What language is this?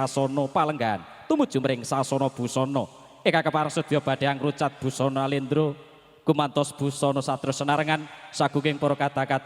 Javanese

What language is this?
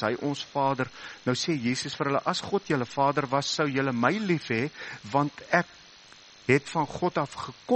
Afrikaans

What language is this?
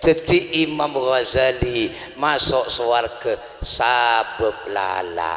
Madurese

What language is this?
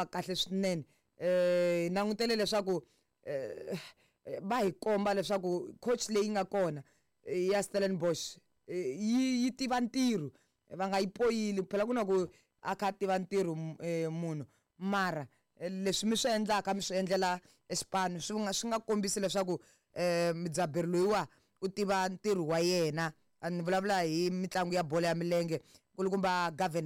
Tsonga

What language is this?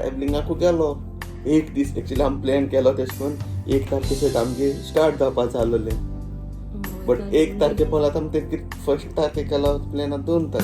Konkani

